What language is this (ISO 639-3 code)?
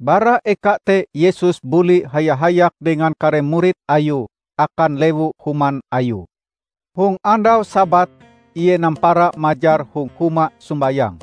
nij